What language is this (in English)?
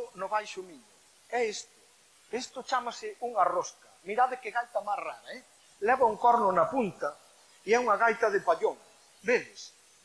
Galician